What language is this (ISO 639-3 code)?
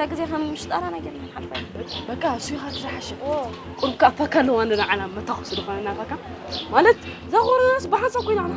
tir